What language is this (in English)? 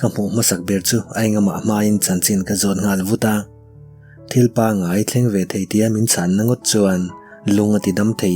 Mizo